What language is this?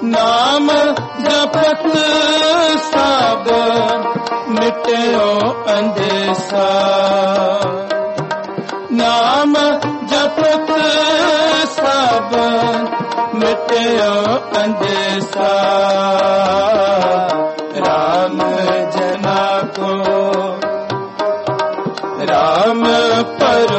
Punjabi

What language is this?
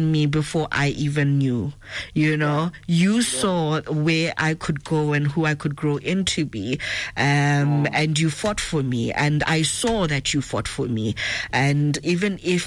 English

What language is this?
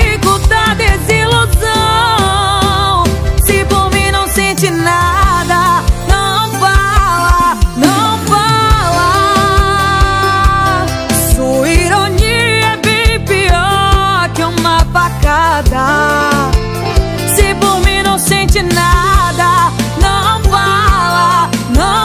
Portuguese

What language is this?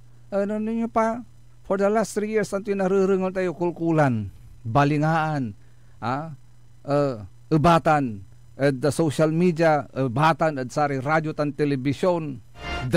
Pangasinan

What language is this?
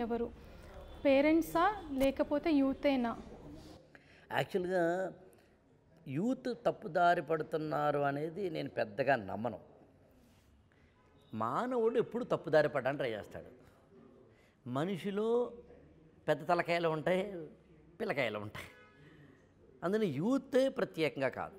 Telugu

